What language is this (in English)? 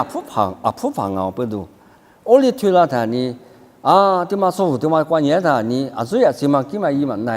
Lisu